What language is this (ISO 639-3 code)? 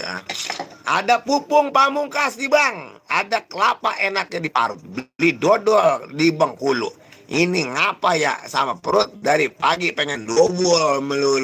bew